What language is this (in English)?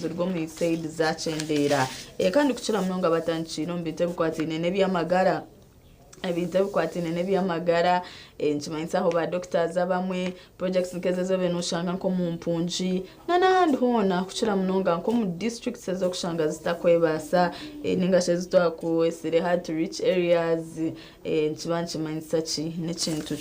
Nyankole